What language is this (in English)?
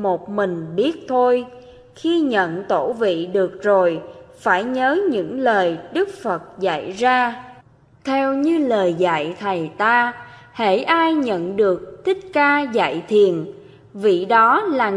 Vietnamese